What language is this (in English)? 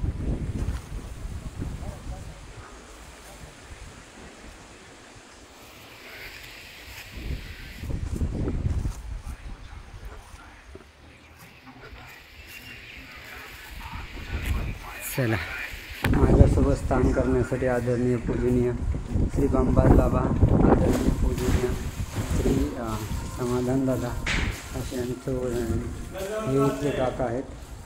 Marathi